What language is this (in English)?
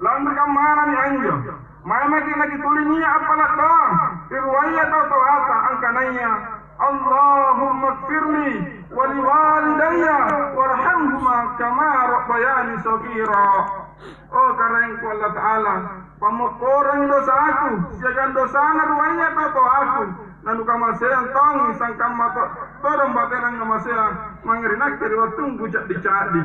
Makasar